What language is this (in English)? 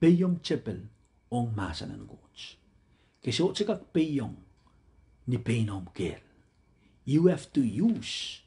Pohnpeian